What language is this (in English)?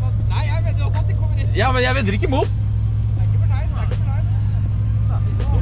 Norwegian